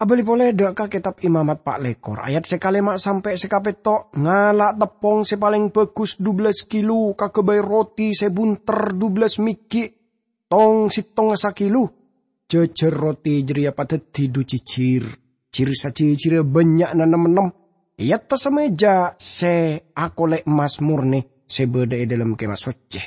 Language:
Madurese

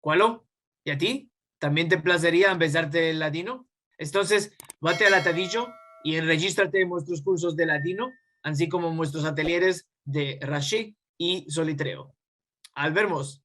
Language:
Ladino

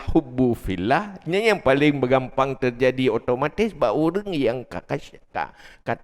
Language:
Achinese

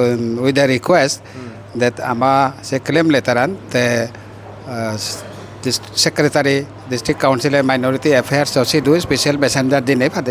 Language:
Chakma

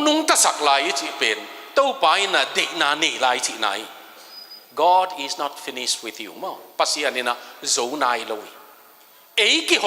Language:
Tedim Chin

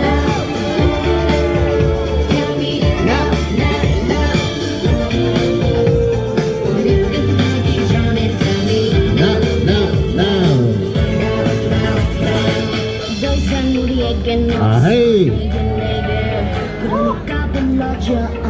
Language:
Korean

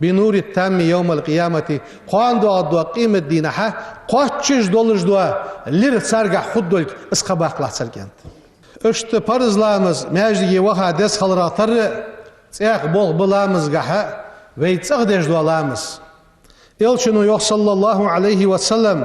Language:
Ingush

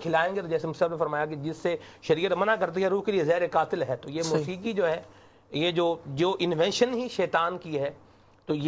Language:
Urdu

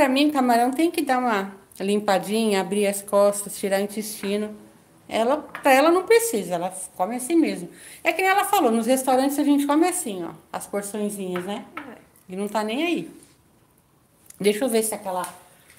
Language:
Portuguese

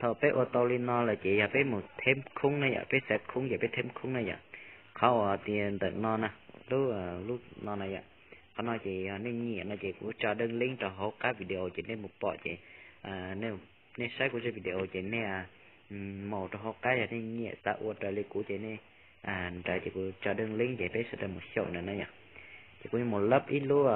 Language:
Hmong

